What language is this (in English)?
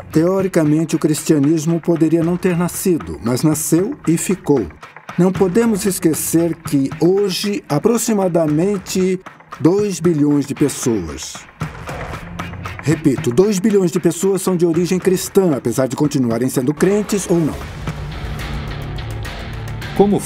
Portuguese